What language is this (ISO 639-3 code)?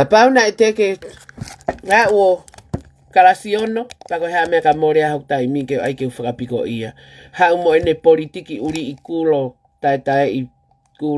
ton